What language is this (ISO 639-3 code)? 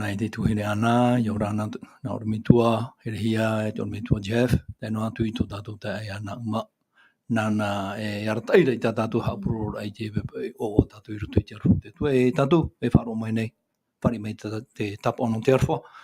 tah